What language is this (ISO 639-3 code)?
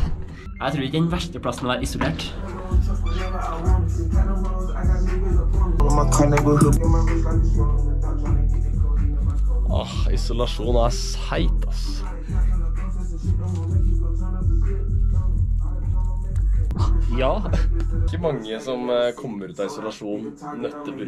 nor